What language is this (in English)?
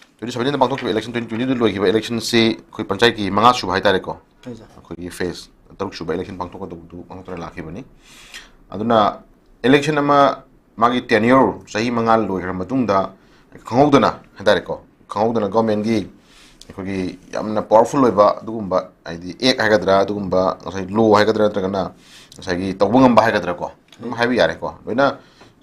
Manipuri